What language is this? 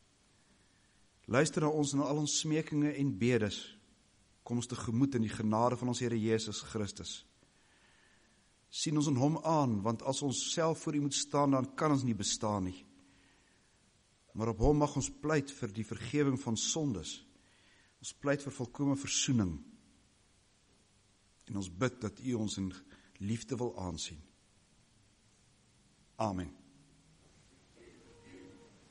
Afrikaans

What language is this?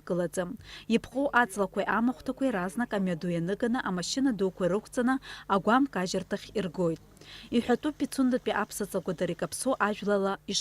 Abkhazian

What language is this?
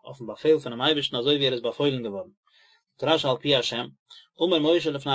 Yiddish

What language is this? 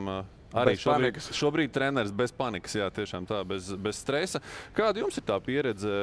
Latvian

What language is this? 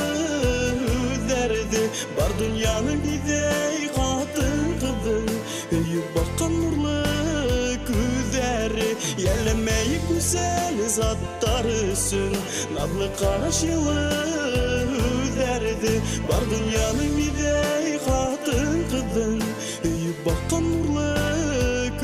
Bashkir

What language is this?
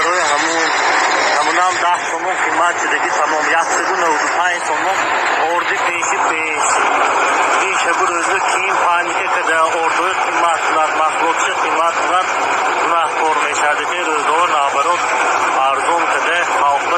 Tajik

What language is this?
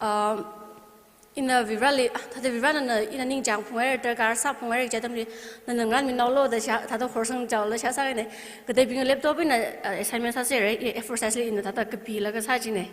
Tangkhul Naga (India)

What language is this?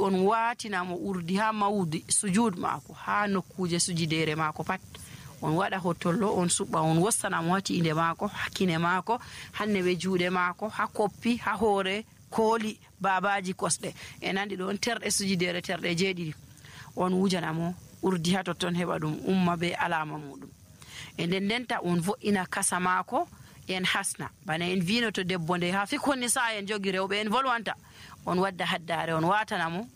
Nigerian Fulfulde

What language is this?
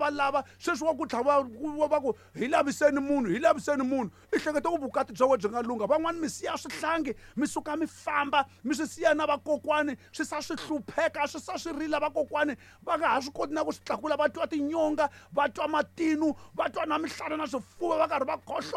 Tsonga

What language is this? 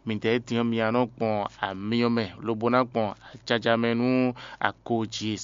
Fon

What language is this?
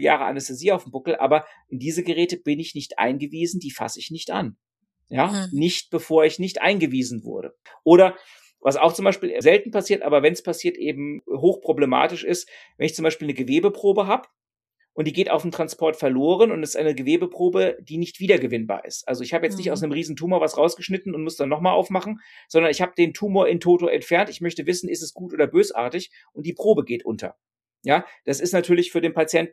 German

